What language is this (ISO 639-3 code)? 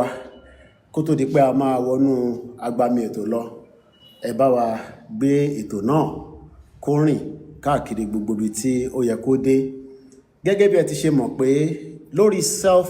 yor